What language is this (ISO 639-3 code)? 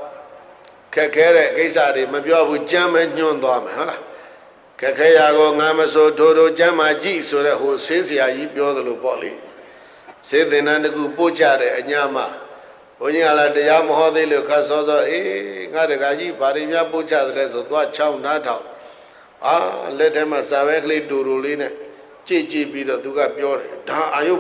mya